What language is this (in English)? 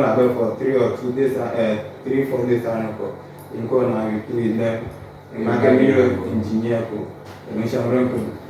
Ewe